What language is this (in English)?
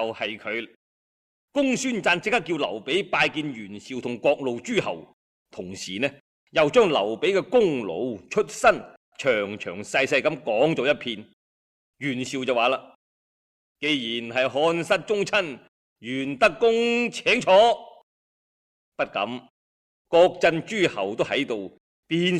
Cantonese